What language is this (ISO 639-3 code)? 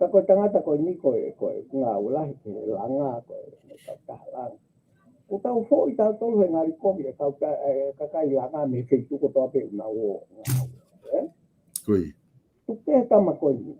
ton